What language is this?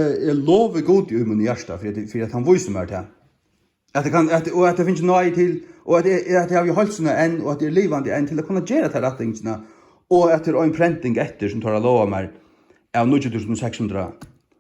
Faroese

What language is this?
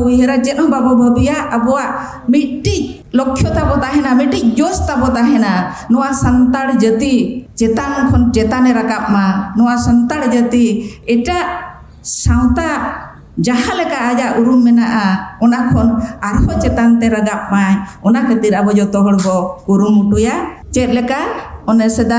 Santali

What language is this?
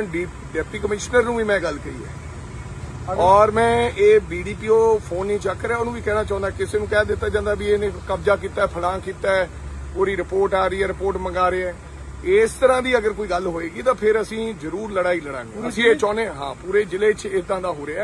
Punjabi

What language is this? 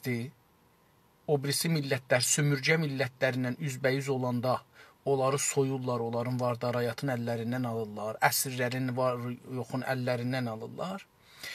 South Azerbaijani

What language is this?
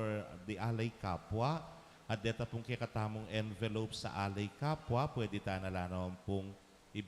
Pampanga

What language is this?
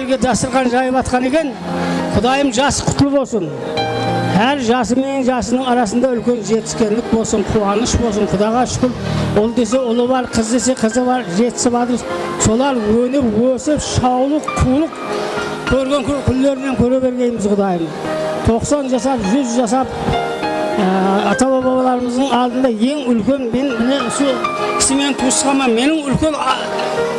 Kara-Kalpak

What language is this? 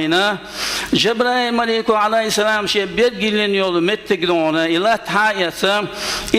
Chechen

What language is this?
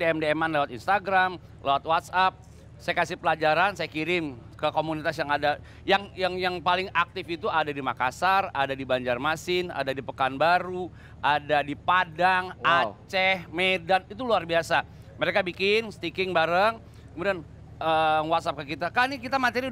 Indonesian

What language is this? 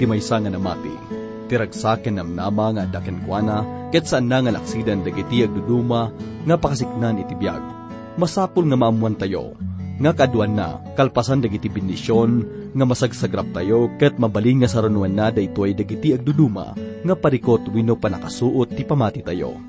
Iloko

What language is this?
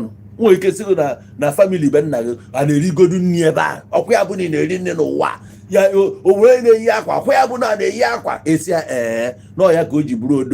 Igbo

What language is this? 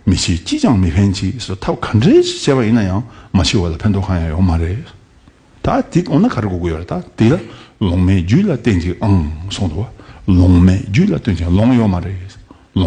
Tibetan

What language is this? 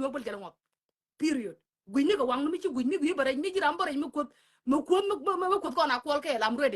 Nuer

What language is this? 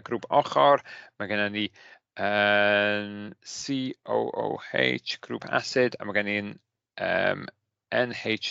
Welsh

